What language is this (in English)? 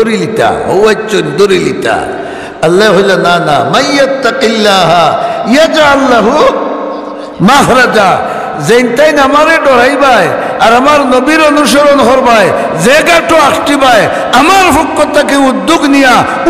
Sylheti